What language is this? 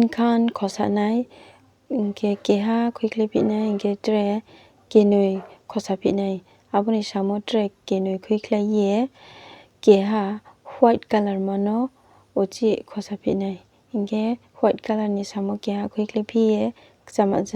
Riang (India)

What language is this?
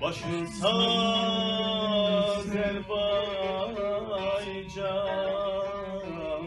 South Azerbaijani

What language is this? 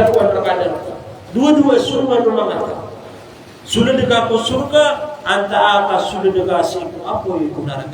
Maranao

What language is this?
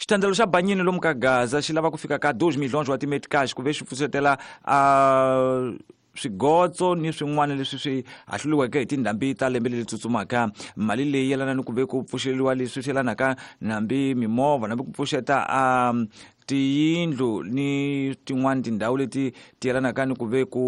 Tsonga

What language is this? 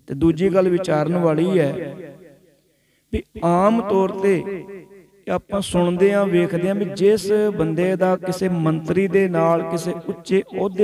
Punjabi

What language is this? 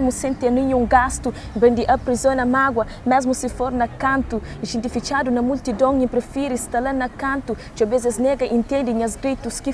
Kabuverdianu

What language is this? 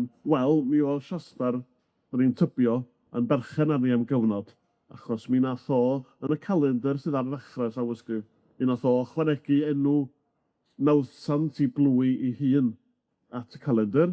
Welsh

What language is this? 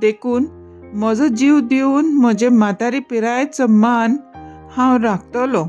Konkani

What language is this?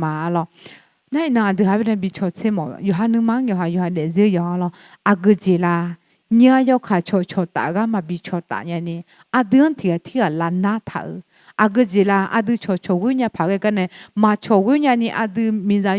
Akha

